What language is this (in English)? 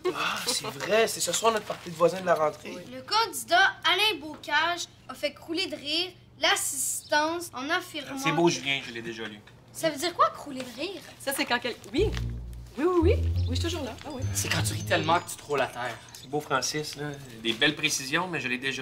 French